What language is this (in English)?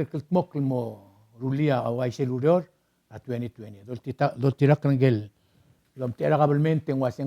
Palauan